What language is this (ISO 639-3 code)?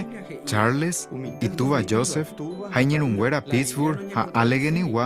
grn